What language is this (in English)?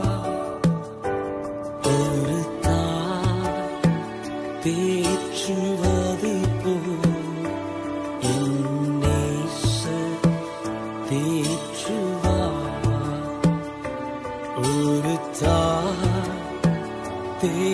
Tamil